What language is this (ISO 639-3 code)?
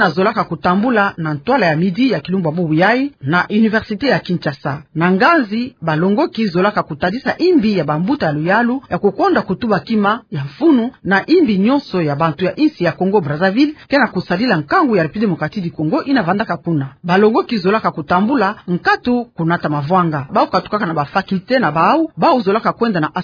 ktu